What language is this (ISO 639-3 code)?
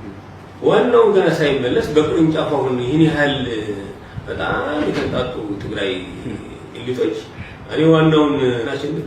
amh